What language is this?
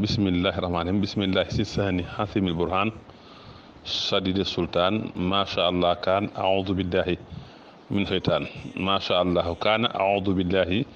Wolof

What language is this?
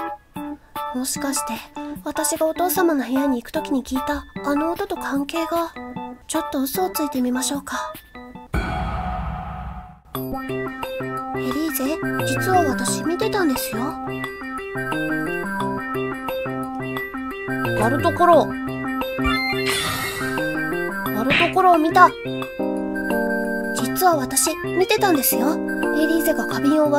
Japanese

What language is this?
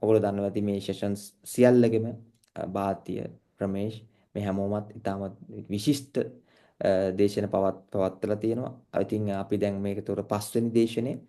Sinhala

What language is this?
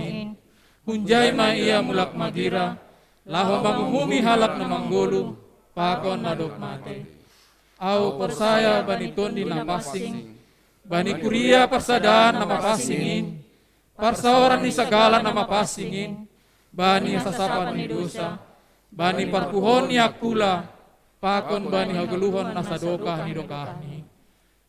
Batak Simalungun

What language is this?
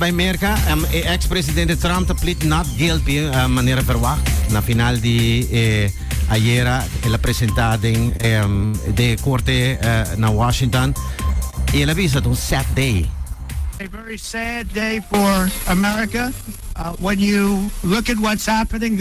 Papiamento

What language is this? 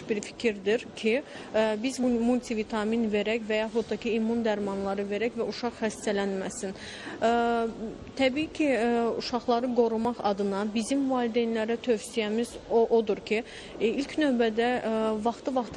Azerbaijani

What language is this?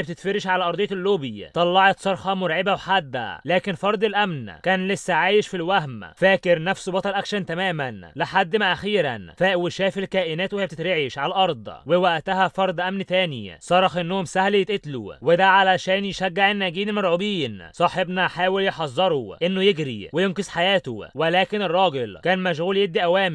Egyptian Arabic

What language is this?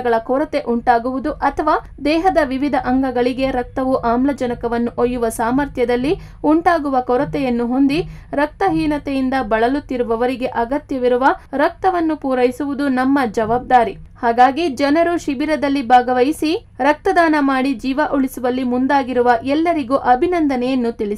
Kannada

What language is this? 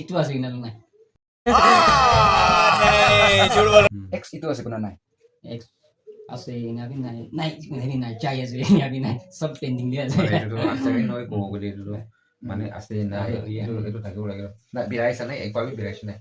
Naga Pidgin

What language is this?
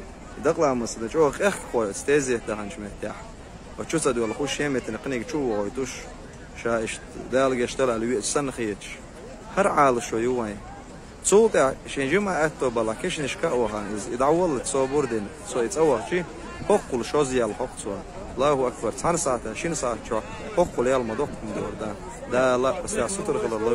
Chechen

